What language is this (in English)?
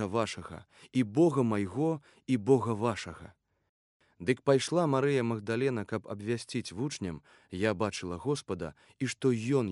Belarusian